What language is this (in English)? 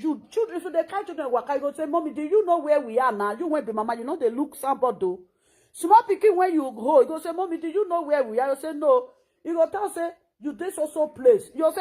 Nigerian Pidgin